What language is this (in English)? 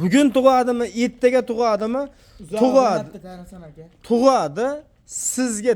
Uzbek